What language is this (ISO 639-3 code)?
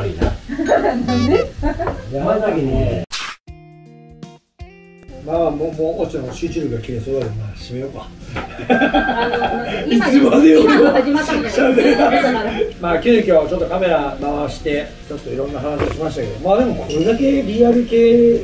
jpn